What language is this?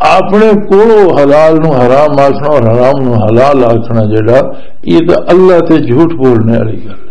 Western Panjabi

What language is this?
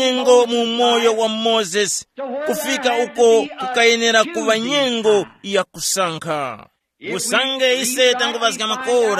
Tumbuka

